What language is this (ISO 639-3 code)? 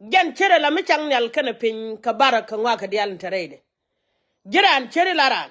nus